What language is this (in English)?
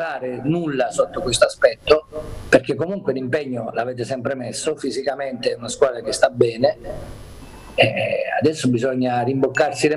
Italian